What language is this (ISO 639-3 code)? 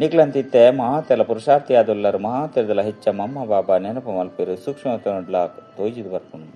tcy